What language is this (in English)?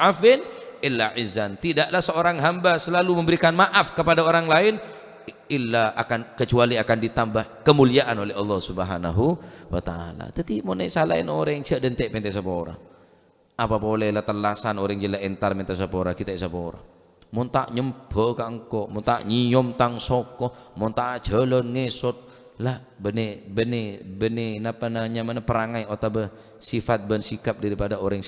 Madurese